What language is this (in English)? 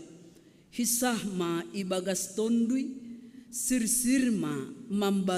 Batak Simalungun